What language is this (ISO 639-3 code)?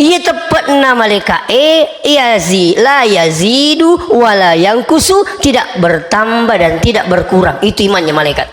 bug